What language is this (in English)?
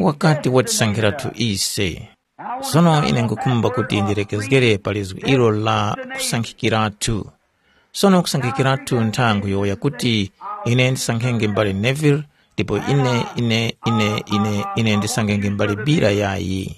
Tumbuka